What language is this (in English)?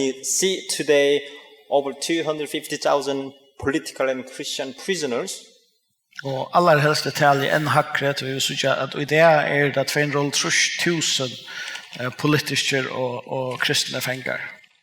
Faroese